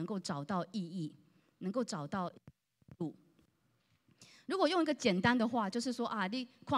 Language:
Chinese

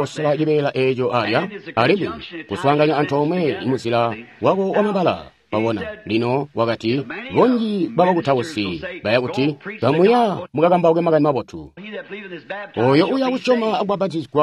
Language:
Tonga (Zambia)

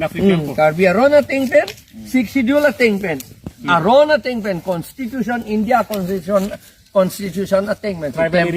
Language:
Karbi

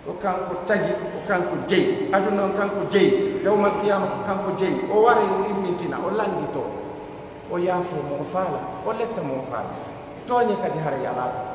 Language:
Pular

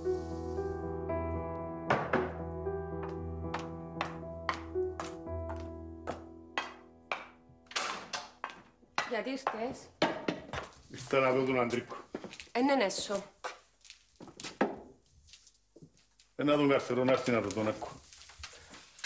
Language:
Greek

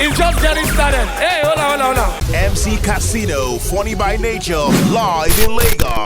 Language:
Nigerian Pidgin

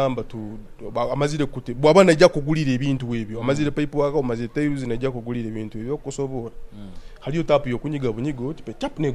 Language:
Nyoro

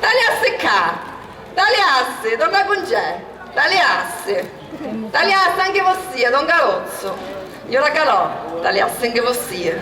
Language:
Sicilian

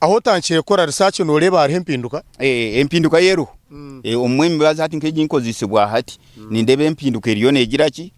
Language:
Nyankole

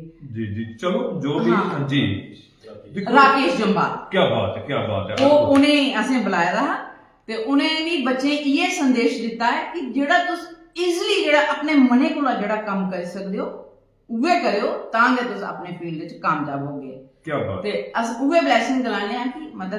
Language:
Dogri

